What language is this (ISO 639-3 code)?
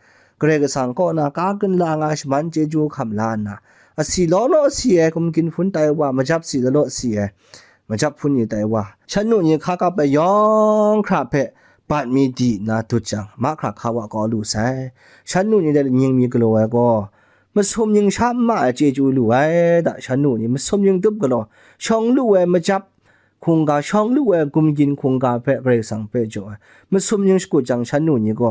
kac